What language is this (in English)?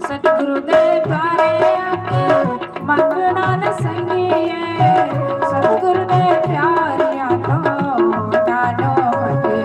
Dogri